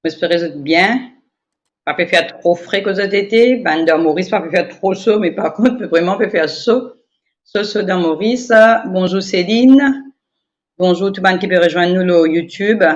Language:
Morisyen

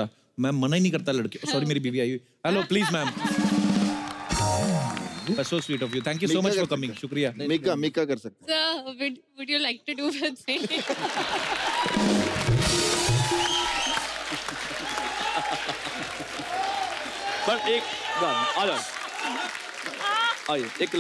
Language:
Hindi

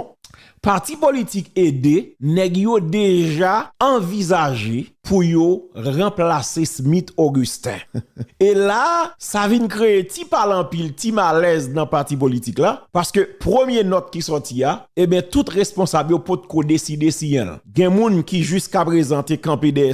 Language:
Haitian Creole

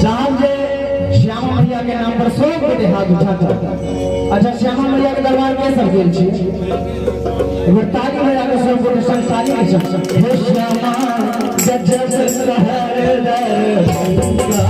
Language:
Maithili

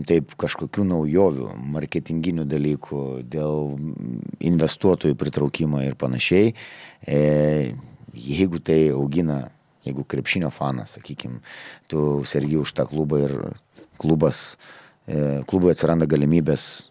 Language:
Lithuanian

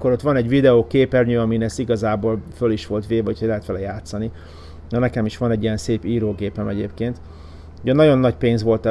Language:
Hungarian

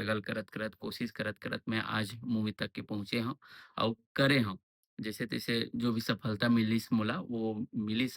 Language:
Chhattisgarhi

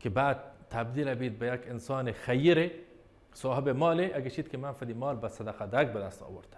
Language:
Baluchi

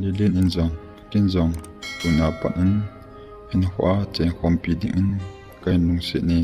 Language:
Thado Chin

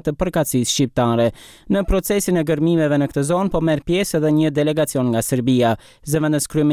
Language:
Albanian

